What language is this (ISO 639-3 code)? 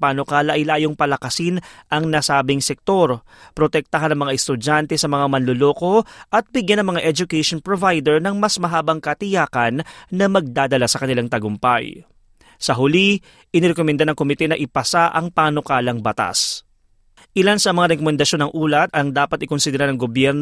fil